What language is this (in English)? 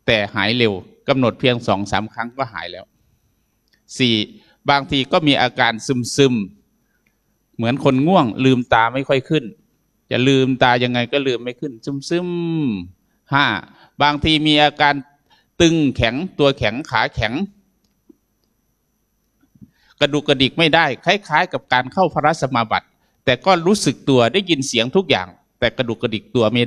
Thai